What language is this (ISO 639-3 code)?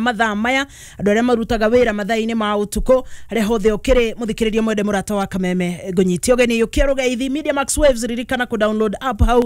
kik